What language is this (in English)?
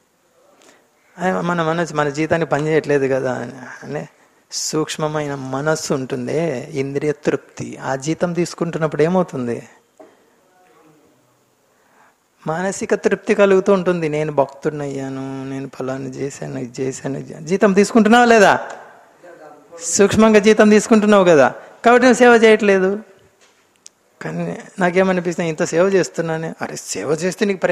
Telugu